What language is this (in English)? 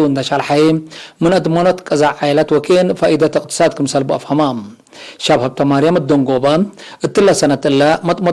Tigre